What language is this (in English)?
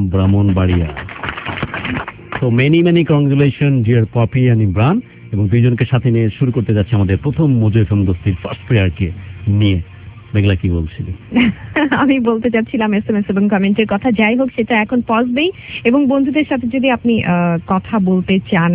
Bangla